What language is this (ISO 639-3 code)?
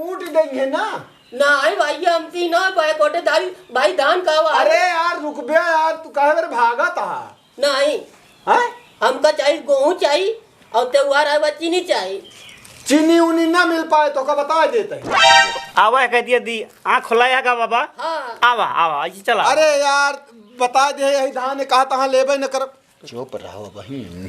awa